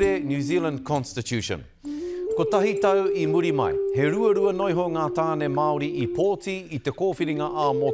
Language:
Māori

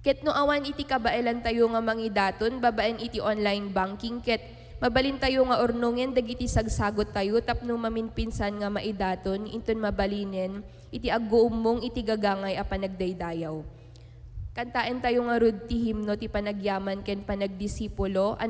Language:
Iloko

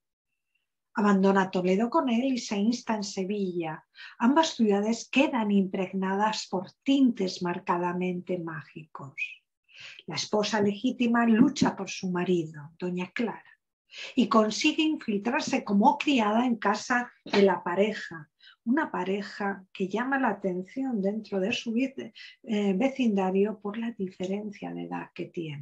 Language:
Spanish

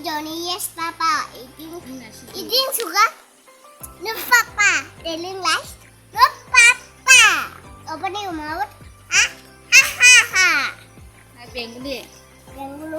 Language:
Kok Borok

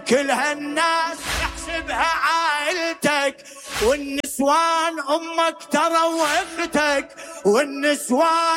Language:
Mesopotamian Arabic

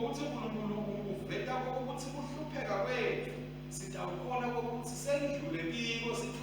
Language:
Swati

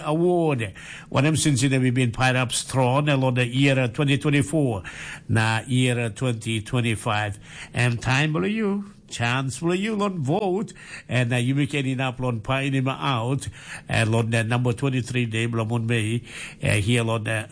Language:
Tok Pisin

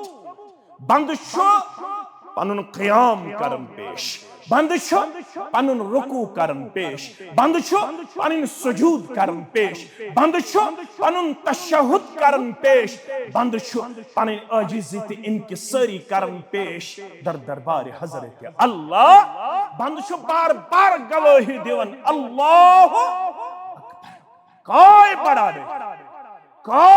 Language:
Kashmiri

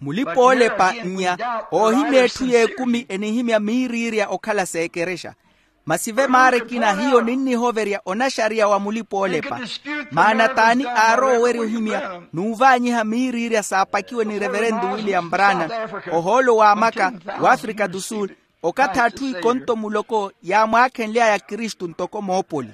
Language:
Makhuwa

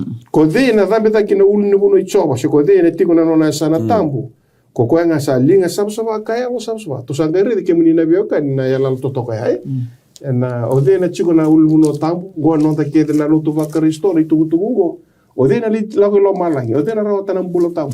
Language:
Fijian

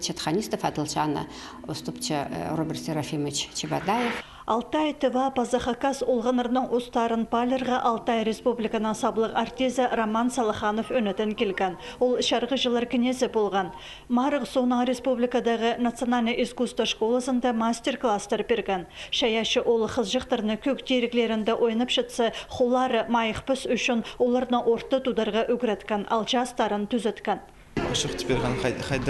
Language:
Khakas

